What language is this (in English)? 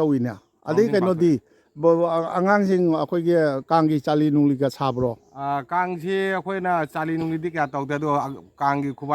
Manipuri